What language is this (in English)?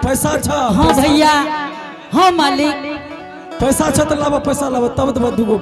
Angika